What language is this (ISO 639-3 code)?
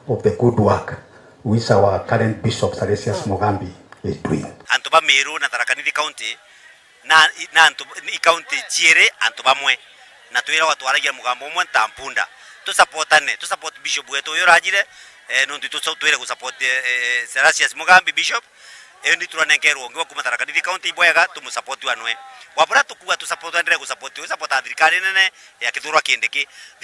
mer